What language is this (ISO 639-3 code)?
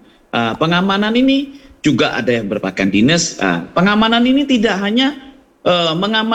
ind